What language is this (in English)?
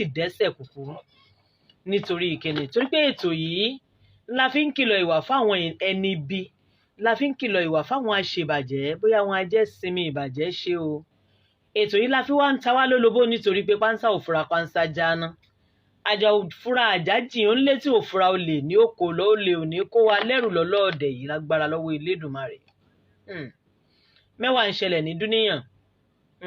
Yoruba